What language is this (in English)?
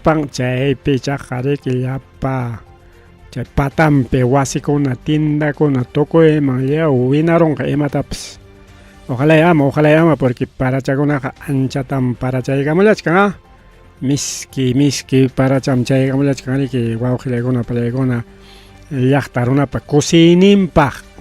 Ayacucho Quechua